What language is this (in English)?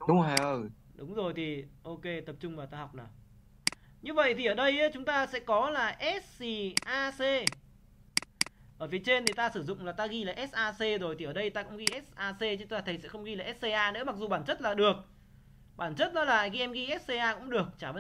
Vietnamese